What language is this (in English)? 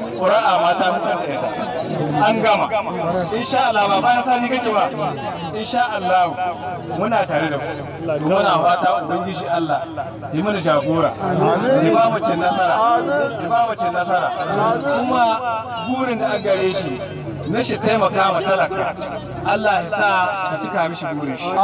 Hausa